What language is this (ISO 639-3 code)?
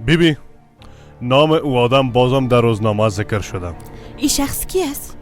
fas